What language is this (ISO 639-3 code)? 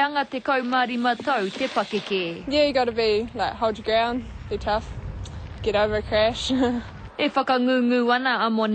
mri